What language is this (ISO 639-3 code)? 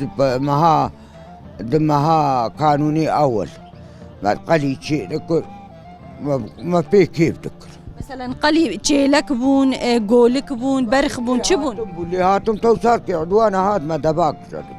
kur